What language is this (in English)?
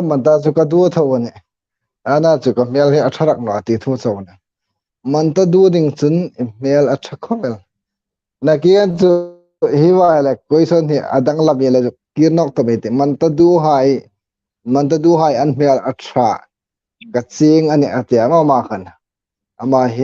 Hmar